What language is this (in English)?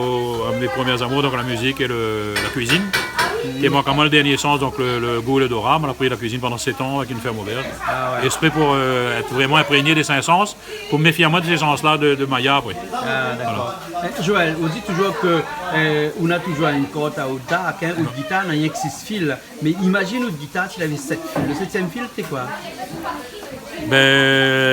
Réunion Creole French